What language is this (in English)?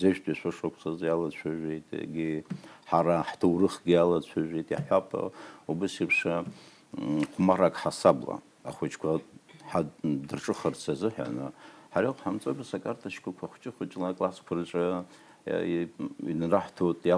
Abkhazian